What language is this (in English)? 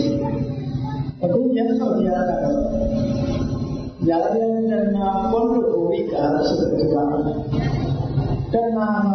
Burmese